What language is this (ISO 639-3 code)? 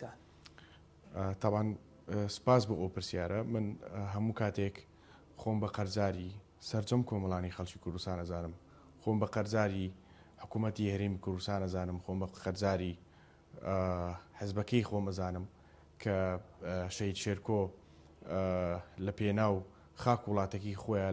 ckb